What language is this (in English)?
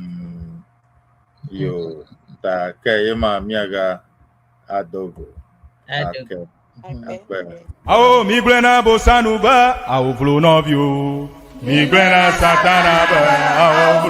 Ewe